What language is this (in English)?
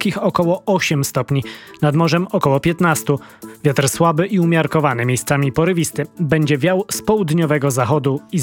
Polish